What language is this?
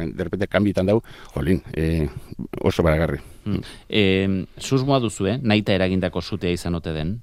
Basque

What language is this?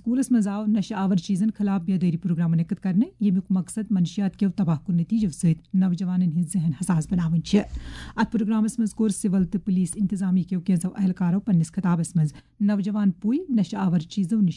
Kashmiri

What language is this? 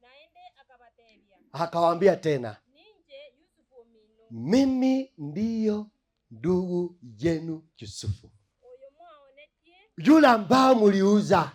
Gusii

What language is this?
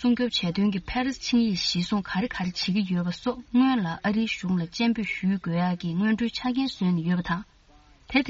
Tibetan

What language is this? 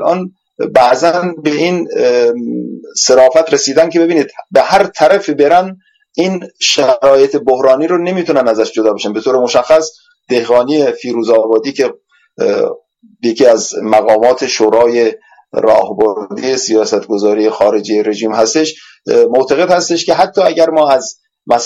Persian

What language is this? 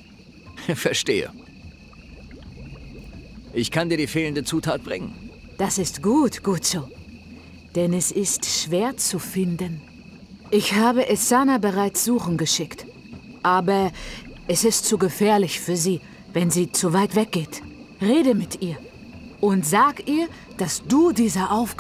German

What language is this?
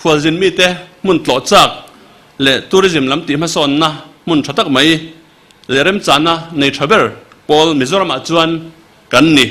Mizo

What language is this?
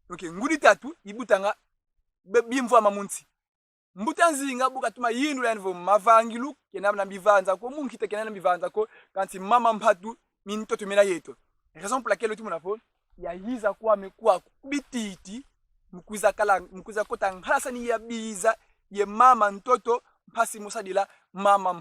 Kongo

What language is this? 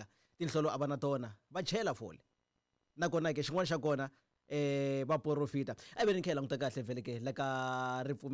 Tsonga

